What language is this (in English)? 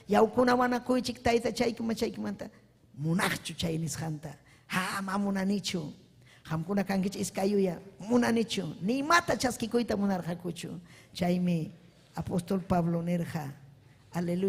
Ayacucho Quechua